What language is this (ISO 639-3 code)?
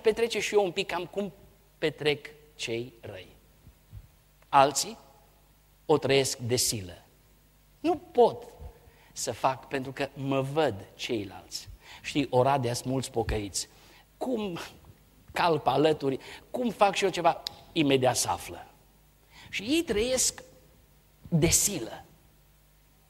ron